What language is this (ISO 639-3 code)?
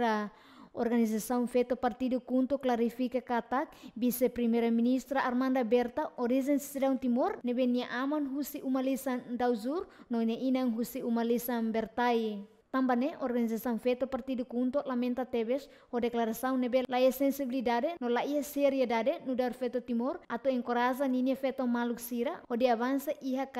tet